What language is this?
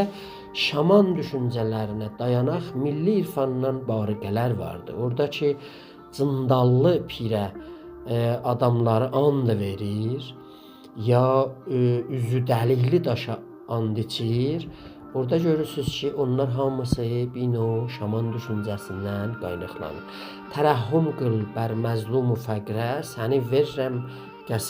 South Azerbaijani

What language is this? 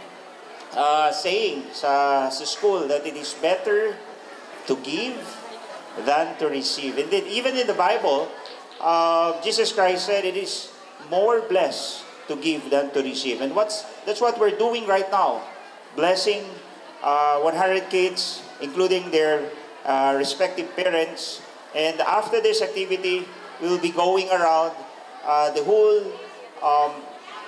Bikol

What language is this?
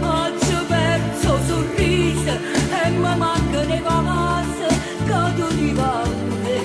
Neapolitan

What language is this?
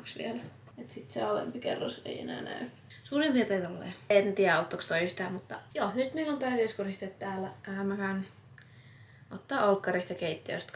Finnish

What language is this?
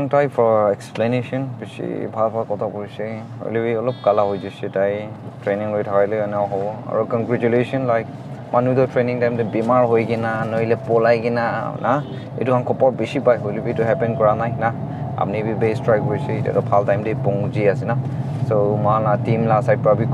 Naga Pidgin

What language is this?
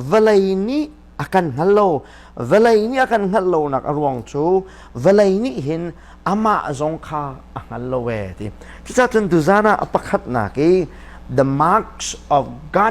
Hakha Chin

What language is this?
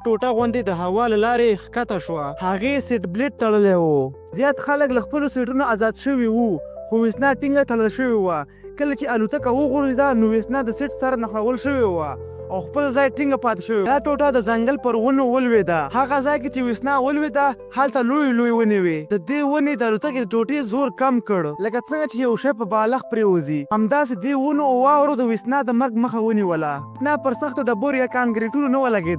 Pashto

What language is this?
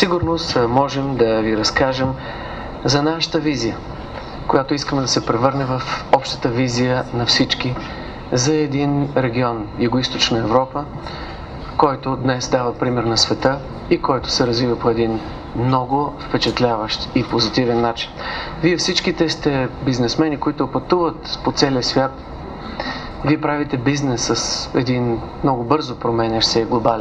Bulgarian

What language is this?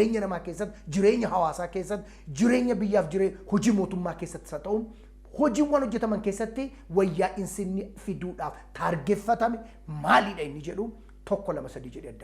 Oromo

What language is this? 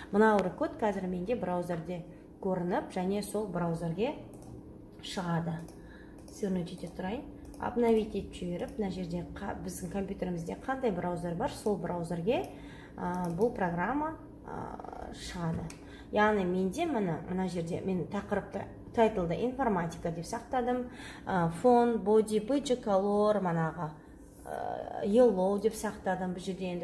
Kazakh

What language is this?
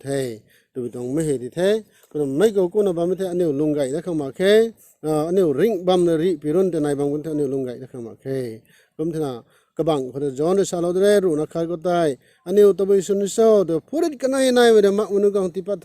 Rongmei Naga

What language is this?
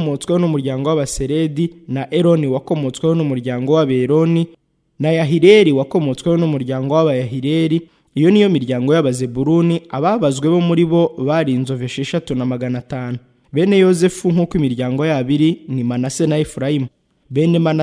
Kinyarwanda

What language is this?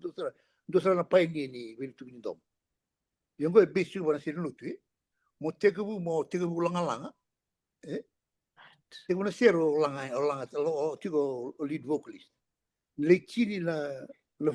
Fijian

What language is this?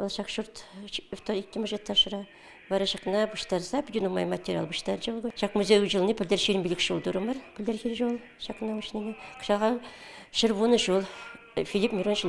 Chuvash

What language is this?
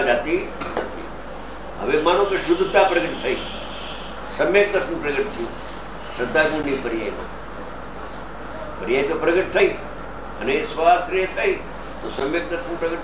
Gujarati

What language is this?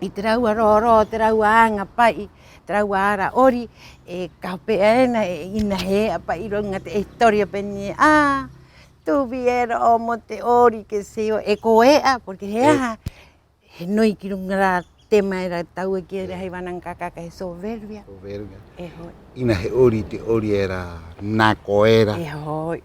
Rapanui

